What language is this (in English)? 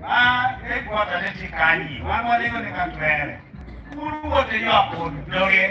Acoli